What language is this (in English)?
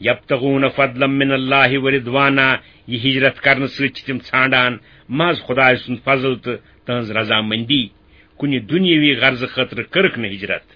Kashmiri